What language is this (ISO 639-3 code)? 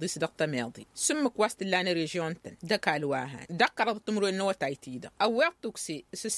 taq